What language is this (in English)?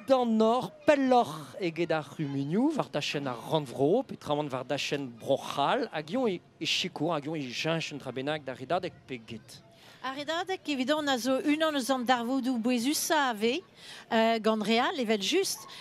Breton